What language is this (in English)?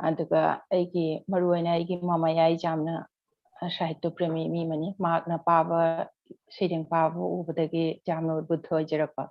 Manipuri